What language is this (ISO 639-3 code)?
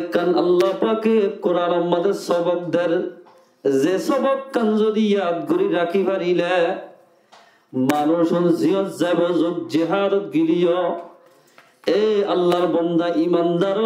rhg